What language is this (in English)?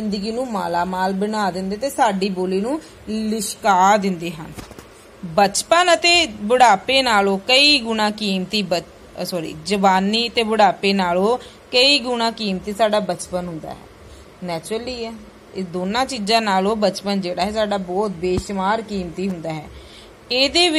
Punjabi